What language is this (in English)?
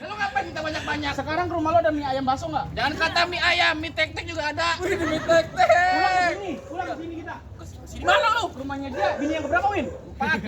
Betawi